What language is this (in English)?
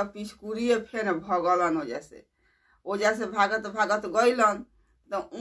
Bhojpuri